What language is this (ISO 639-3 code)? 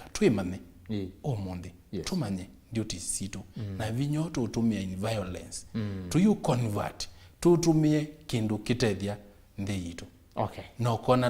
kam